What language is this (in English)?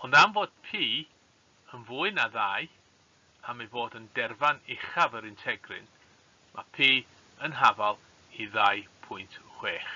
Welsh